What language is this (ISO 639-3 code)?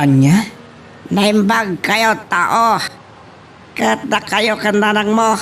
ilo